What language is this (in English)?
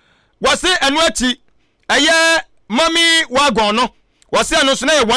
Akan